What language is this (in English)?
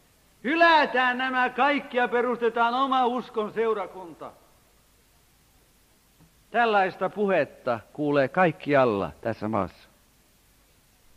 Finnish